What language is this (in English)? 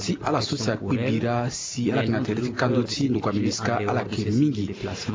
Sango